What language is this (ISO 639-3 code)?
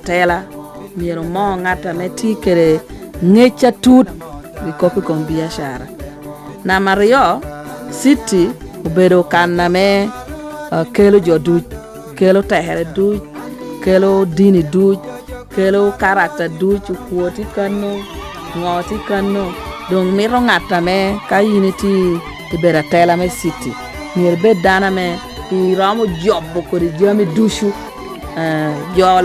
laj